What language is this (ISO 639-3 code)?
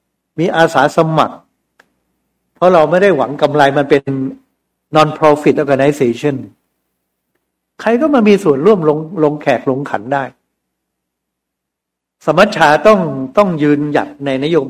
tha